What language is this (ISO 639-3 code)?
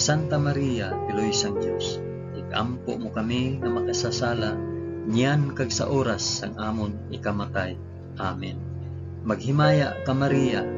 hil